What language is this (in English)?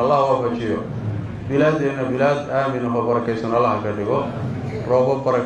Somali